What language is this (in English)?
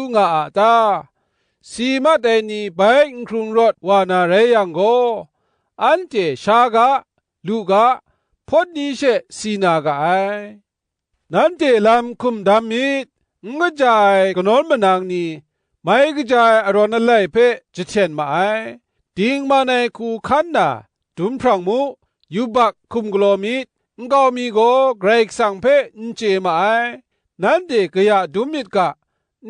Kachin